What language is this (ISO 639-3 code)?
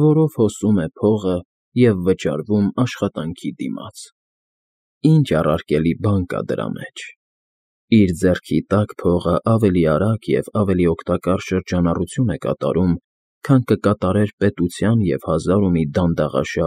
hye